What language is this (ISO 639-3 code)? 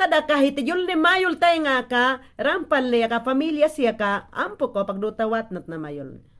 yan